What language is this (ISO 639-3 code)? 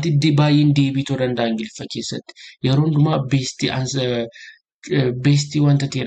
orm